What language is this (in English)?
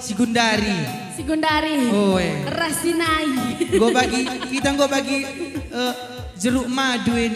Batak Karo